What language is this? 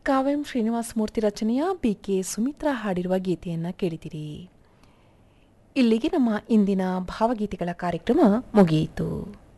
Kannada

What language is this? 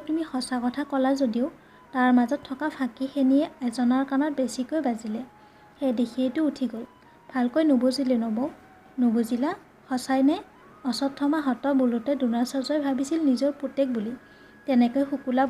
Assamese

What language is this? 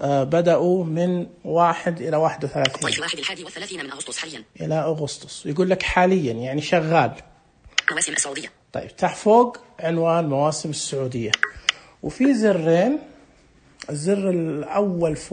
Najdi Arabic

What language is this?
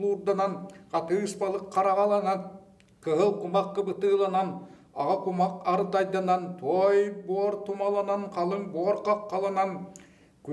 Yakut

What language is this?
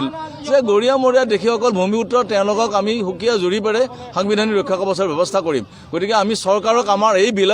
Assamese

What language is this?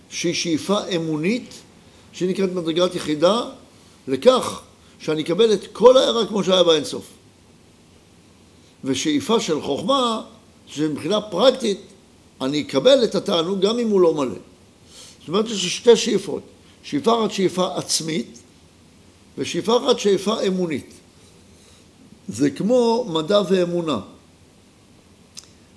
Hebrew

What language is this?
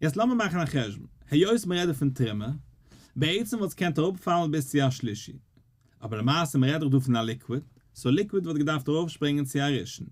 Yiddish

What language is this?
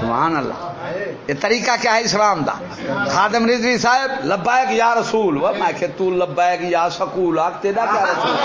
Saraiki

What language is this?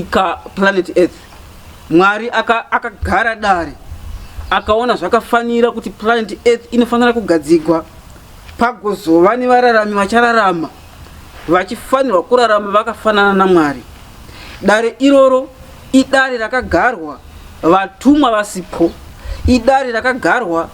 Shona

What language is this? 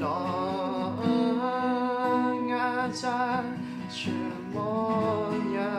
Akha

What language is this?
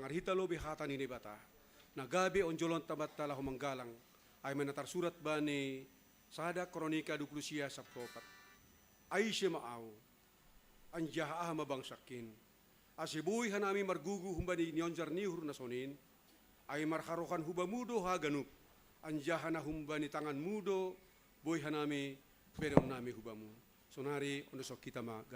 Batak Simalungun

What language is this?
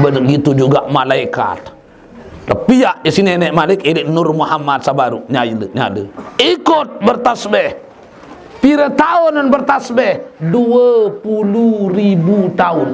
Sasak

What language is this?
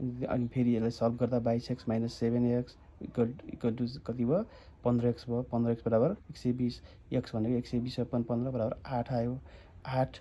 Nepali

